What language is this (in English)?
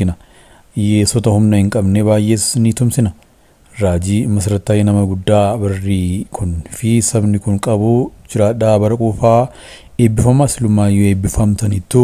Oromo